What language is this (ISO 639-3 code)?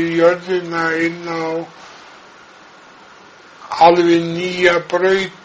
isl